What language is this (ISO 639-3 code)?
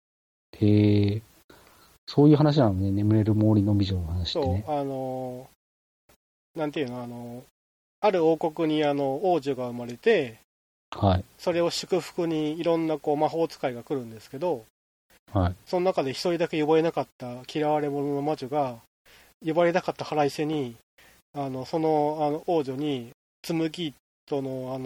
jpn